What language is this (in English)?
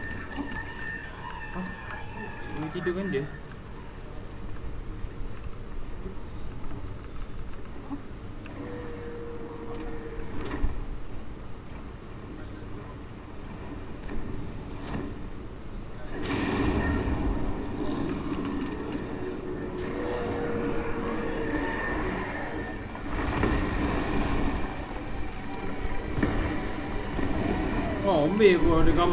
Malay